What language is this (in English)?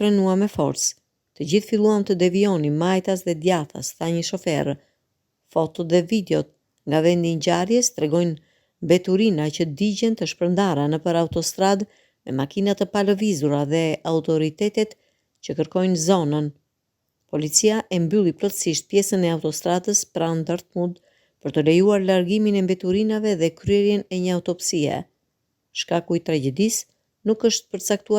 Albanian